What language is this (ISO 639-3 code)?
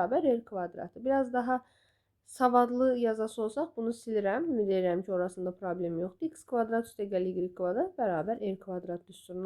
aze